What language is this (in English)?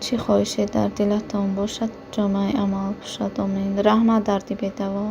Tajik